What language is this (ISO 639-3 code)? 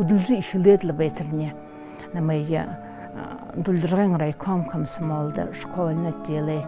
bua